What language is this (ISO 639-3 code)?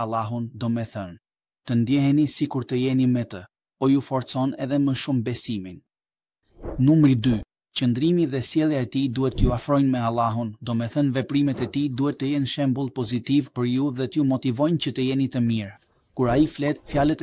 sqi